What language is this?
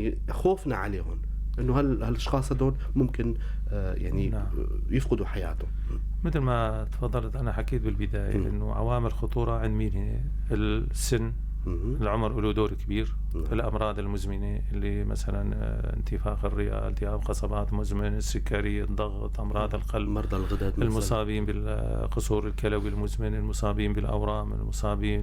North Levantine Arabic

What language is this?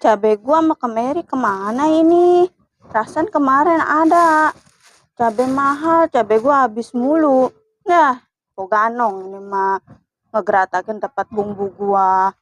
Betawi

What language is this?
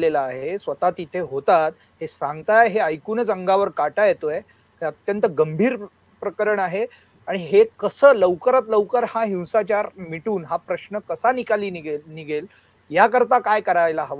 Marathi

